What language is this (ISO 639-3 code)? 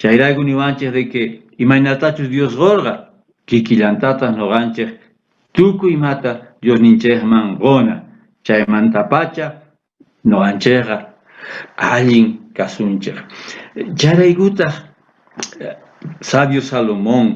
quh